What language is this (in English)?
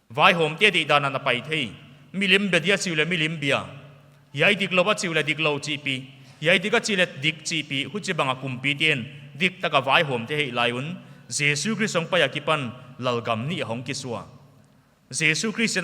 Paite Chin